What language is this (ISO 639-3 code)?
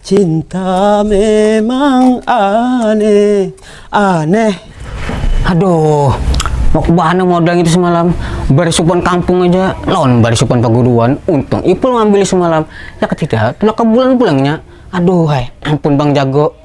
bjn